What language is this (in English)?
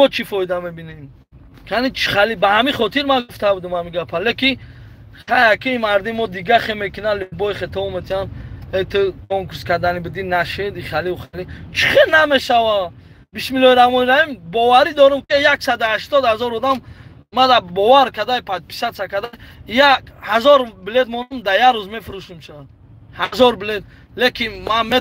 Tajik